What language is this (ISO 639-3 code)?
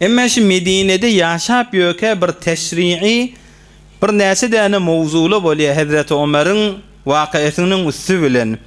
tuk